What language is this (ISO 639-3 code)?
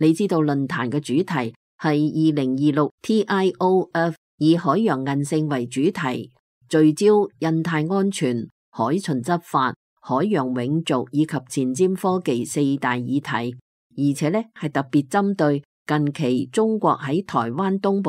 yue